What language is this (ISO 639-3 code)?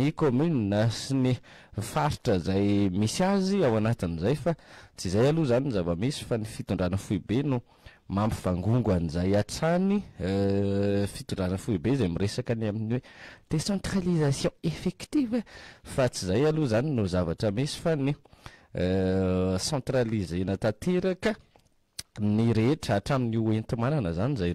mlg